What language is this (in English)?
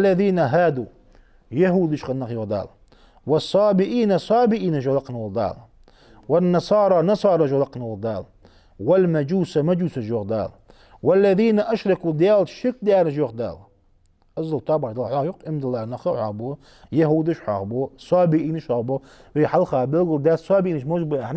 Ingush